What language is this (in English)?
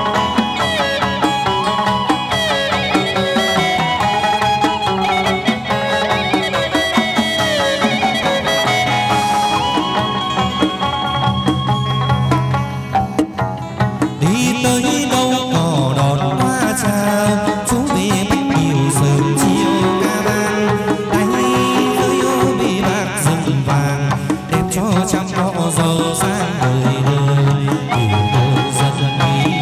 Vietnamese